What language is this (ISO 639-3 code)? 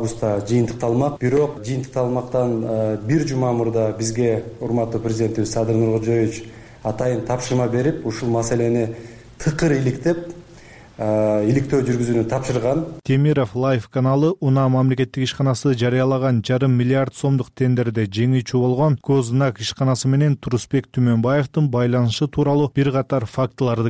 kir